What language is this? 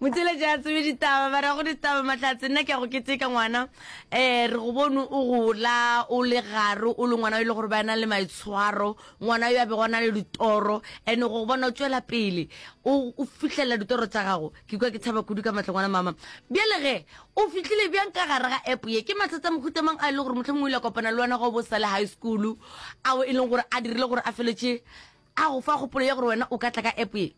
Northern Sotho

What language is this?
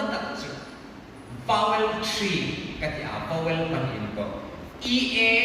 Hmar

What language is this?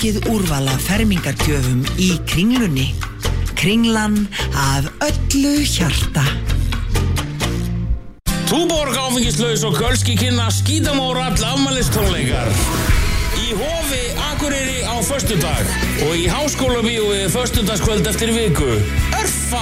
Icelandic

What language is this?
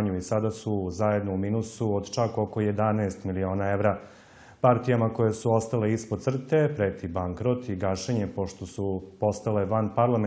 Serbian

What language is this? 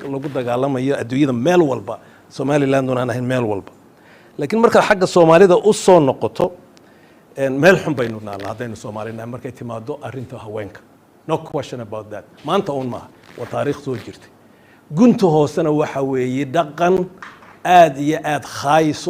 Somali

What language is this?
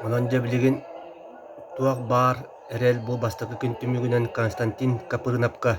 Yakut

